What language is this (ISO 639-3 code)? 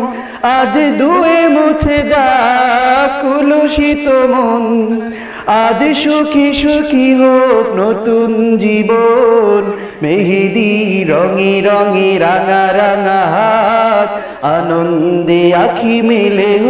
ben